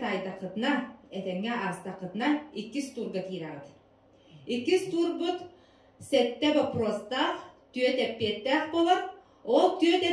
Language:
Yakut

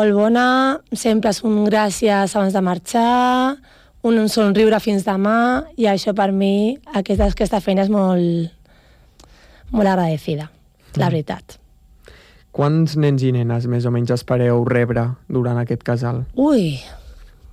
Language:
Catalan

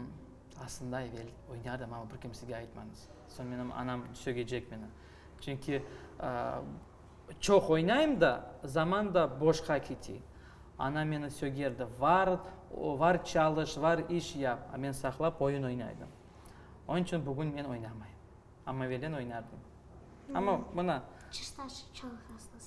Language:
Crimean Tatar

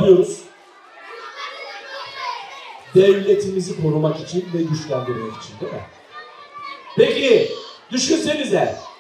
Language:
Turkish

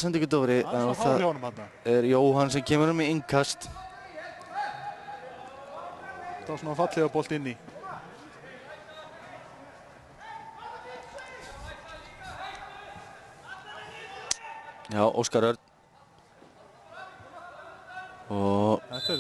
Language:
Icelandic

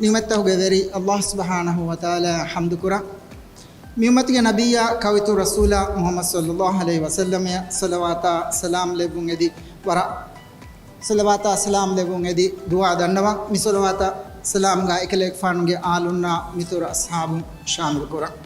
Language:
Divehi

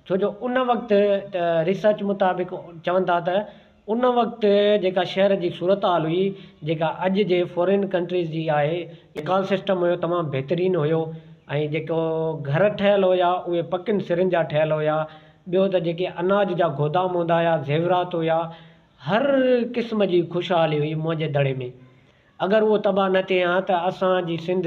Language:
Sindhi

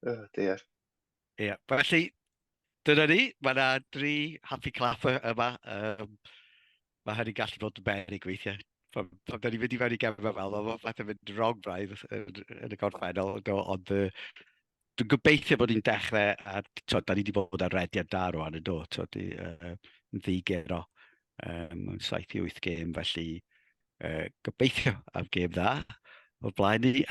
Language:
Welsh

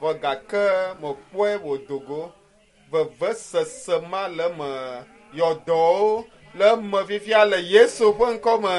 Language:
Ewe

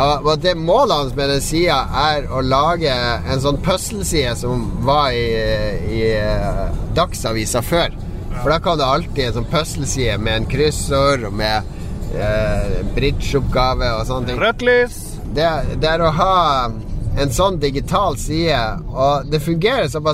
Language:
Norwegian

